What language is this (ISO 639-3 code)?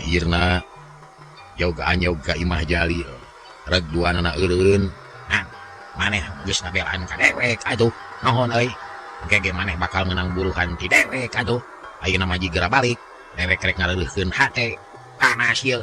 sun